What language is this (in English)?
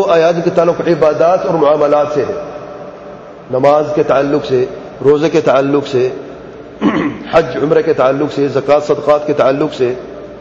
Urdu